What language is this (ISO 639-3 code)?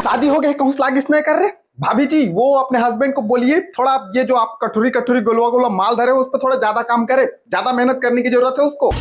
hne